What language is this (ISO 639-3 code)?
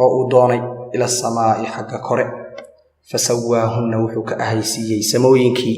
som